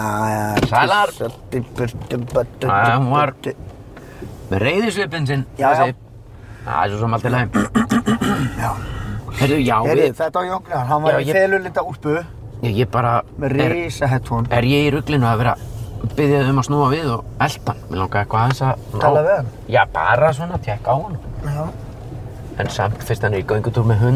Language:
Icelandic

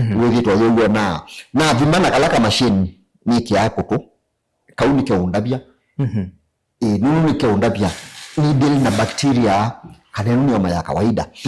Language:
Kamba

